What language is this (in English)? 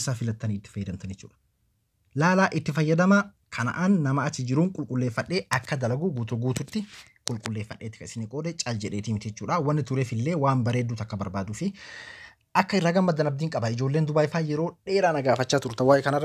Oromo